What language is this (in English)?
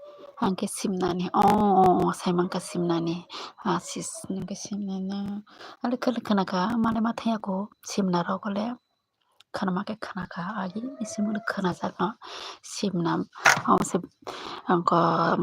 Kok Borok